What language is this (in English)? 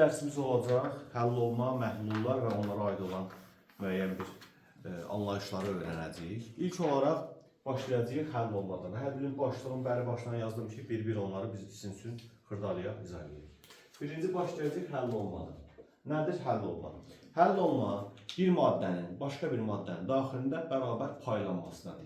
Azerbaijani